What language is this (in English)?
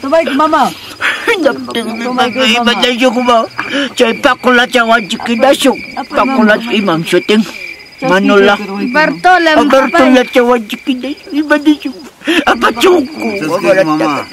Ayacucho Quechua